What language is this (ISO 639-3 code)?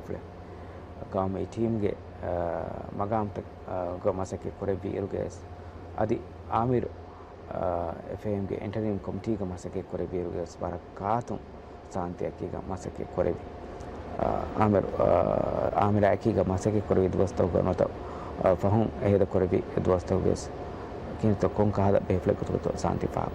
div